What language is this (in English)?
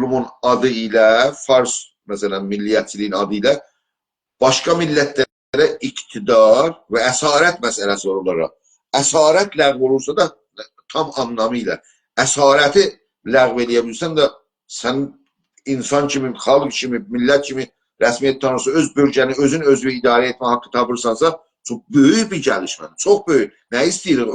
South Azerbaijani